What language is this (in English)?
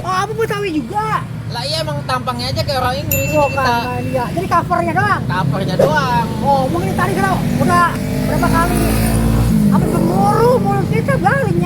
Betawi